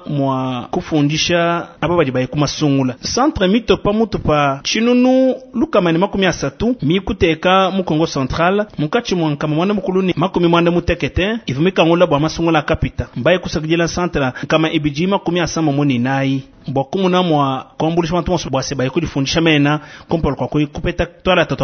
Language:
Luba-Lulua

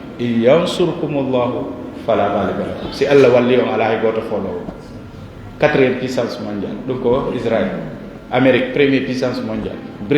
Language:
Fula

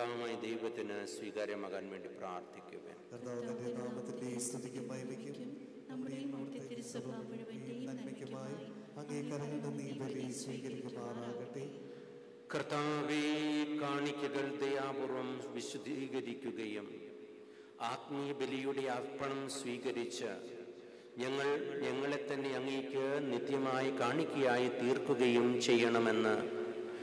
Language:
Malayalam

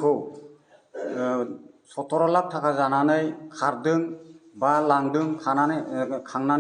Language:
Bodo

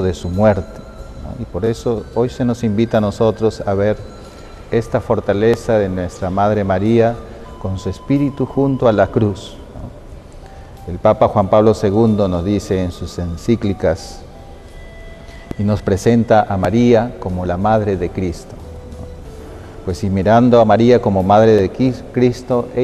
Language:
Spanish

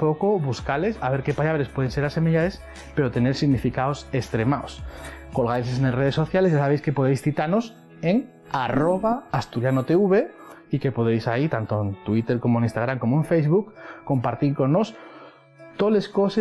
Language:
Asturian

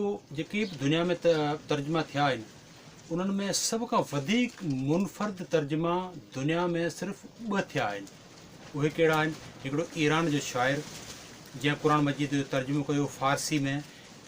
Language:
Sindhi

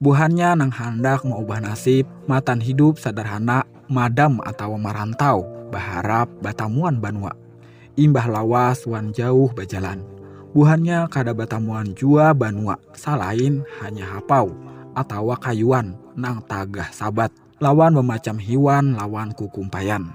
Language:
Banjar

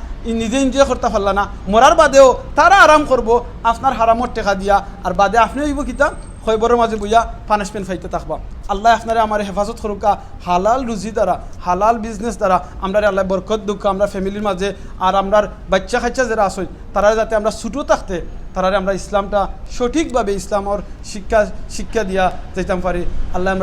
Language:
Sylheti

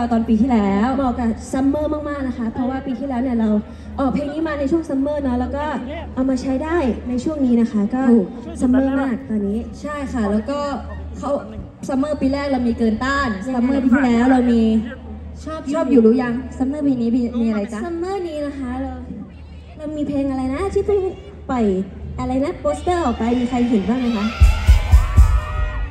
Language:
Thai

